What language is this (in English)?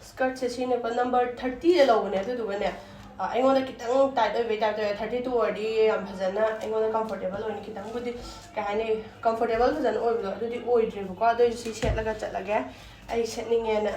Manipuri